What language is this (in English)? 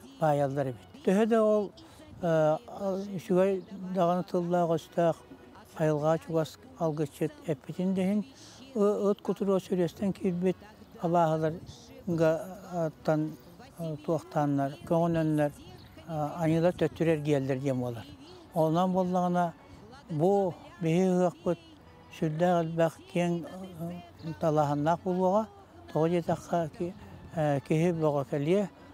Yakut